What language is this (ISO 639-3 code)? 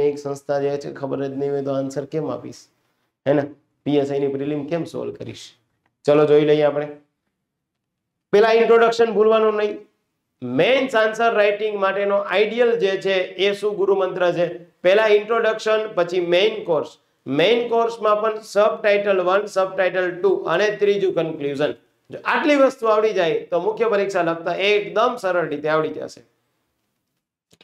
guj